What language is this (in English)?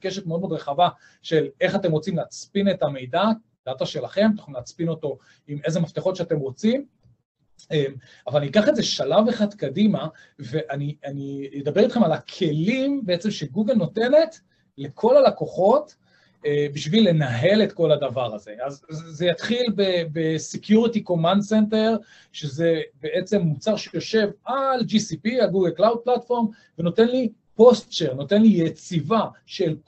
Hebrew